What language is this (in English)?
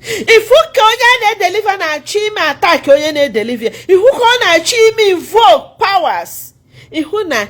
Igbo